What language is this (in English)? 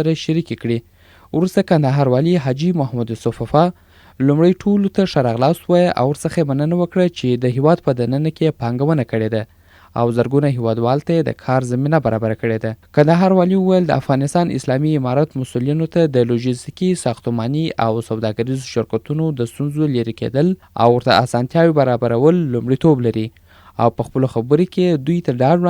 Pashto